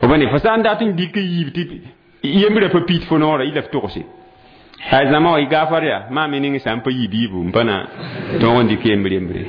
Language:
Mossi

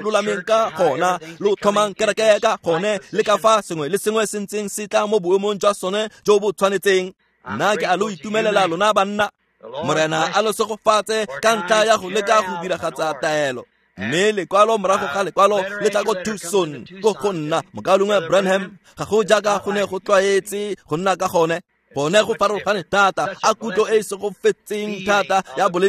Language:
Tswana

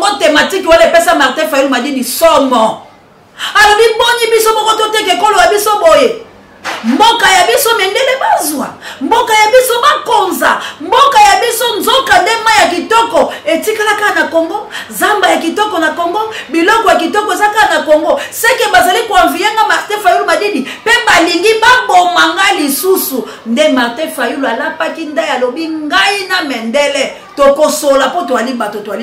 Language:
Lingala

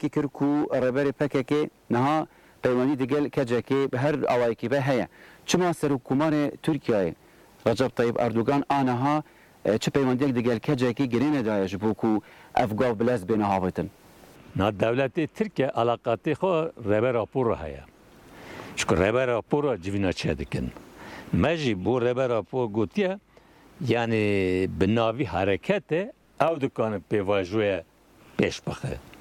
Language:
Kurdish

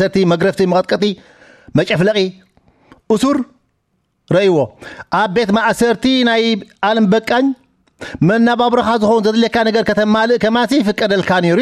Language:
Tigrinya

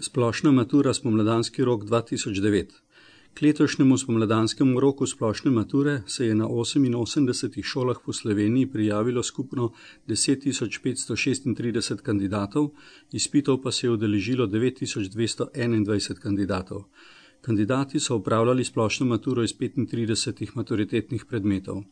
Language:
Slovenian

